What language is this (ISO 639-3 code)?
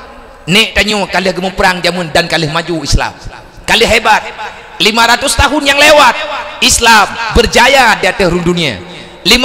ace